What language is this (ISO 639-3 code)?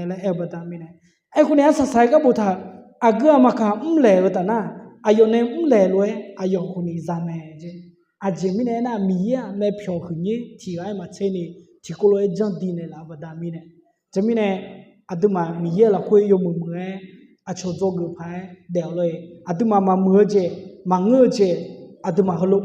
ahk